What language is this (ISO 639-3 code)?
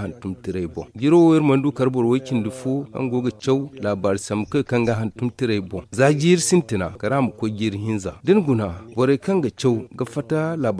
dje